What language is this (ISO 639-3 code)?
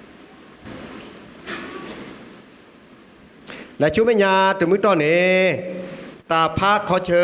ksw